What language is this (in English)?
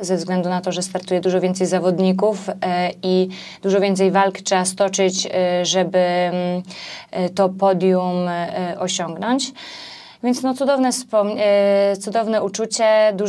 Polish